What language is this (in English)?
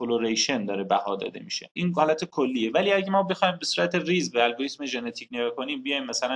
Persian